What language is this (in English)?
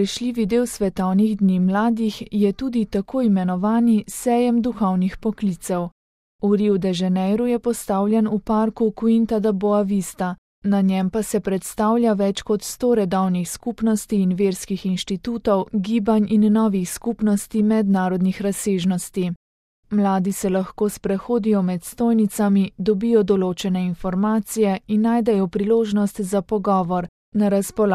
Slovenian